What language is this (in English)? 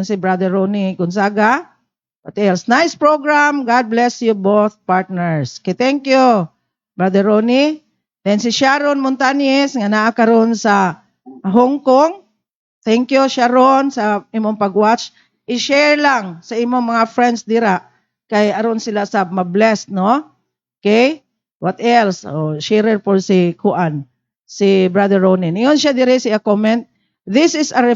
Cebuano